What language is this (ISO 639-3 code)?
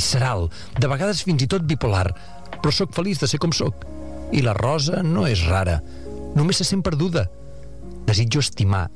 cat